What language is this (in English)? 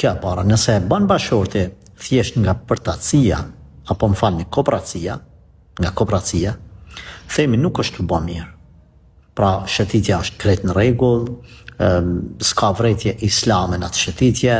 Albanian